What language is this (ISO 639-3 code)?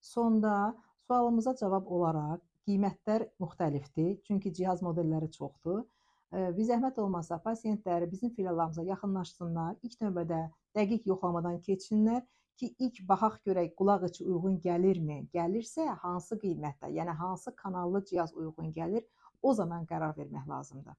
aze